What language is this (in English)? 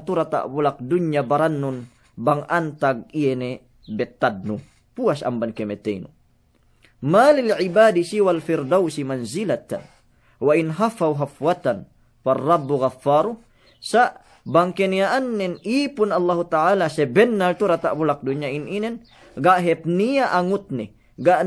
Yakan